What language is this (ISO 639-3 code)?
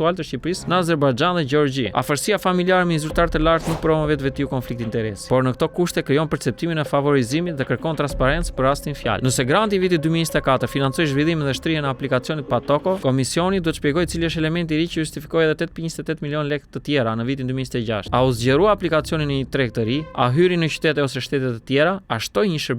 sqi